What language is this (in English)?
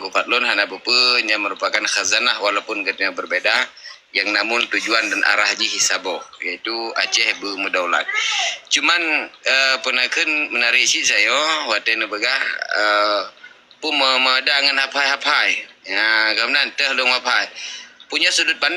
Achinese